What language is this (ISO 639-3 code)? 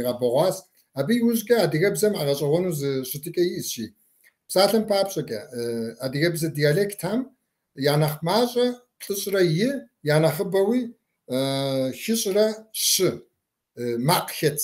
kbd